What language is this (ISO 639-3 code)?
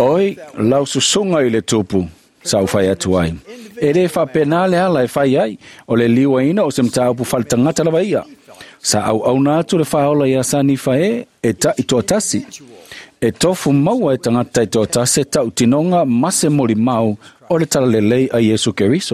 smo